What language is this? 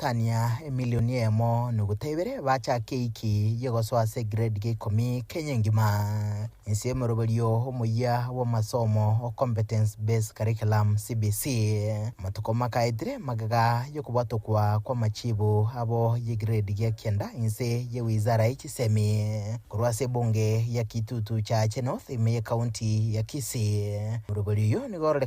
Gusii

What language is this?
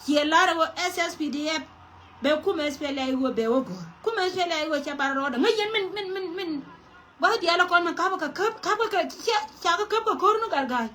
Nuer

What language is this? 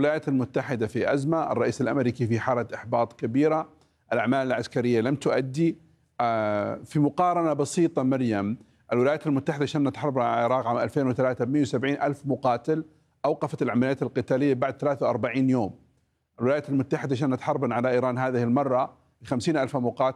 Arabic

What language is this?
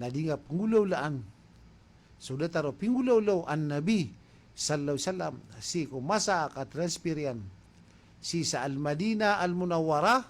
Maranao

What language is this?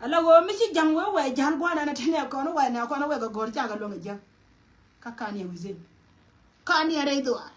Nuer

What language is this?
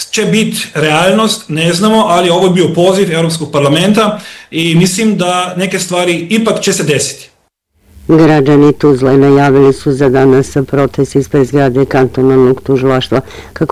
Bosnian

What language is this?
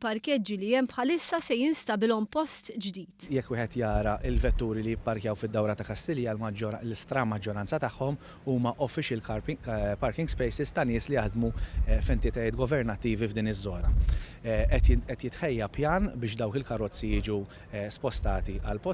Maltese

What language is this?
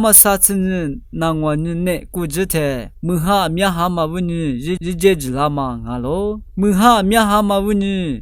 Lisu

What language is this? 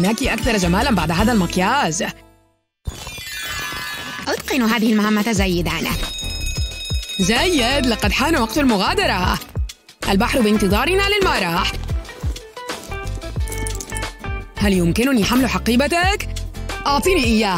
Arabic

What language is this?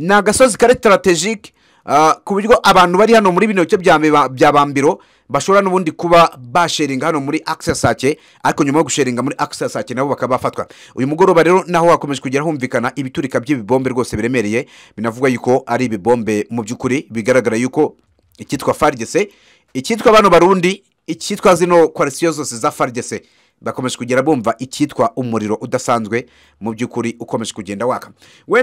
Kinyarwanda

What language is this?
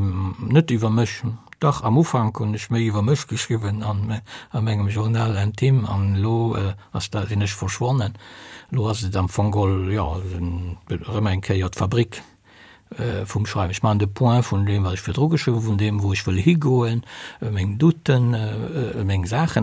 Luxembourgish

